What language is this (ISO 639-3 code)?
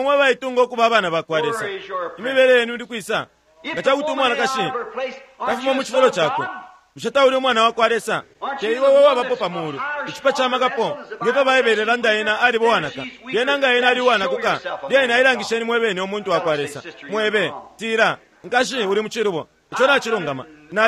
bem